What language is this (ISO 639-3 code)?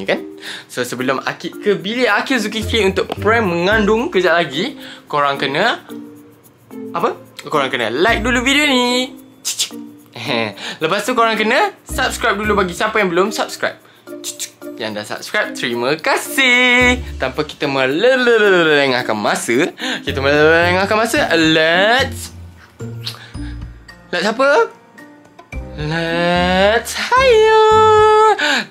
msa